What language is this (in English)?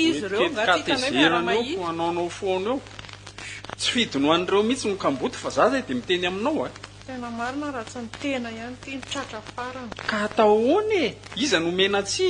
Malagasy